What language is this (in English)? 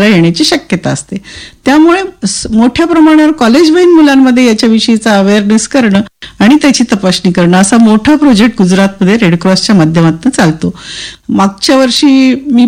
Marathi